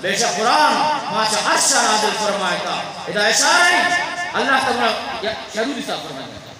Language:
Eastern Balochi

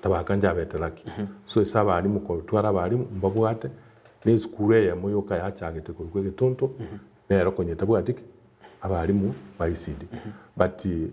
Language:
Gusii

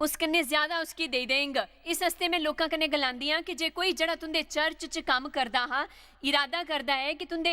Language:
Dogri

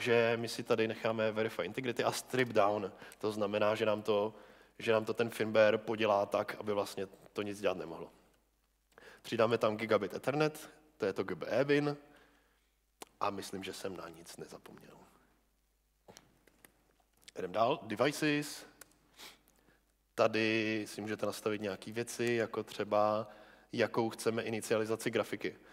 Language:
Czech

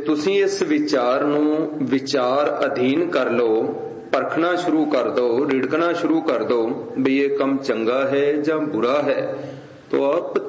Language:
Punjabi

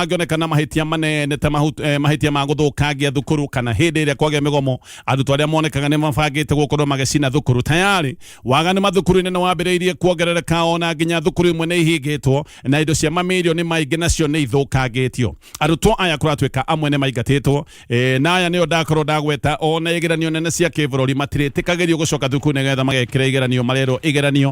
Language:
Kikuyu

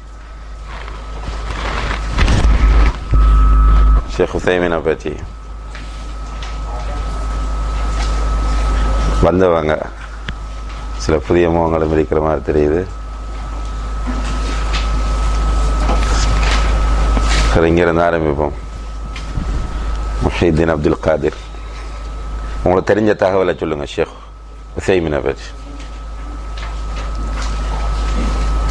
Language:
Tamil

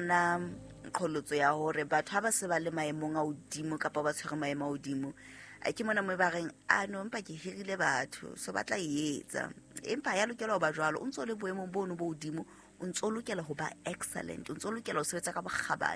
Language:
Southern Sotho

